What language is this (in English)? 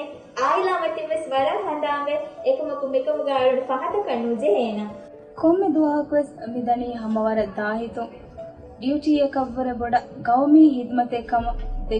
Divehi